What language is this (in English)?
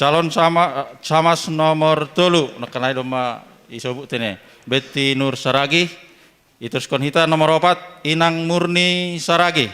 Batak Simalungun